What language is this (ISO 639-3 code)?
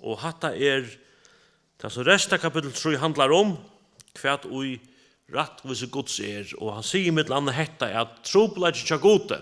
fao